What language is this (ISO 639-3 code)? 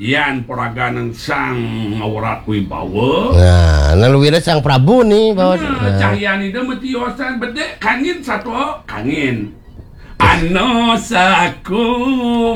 ban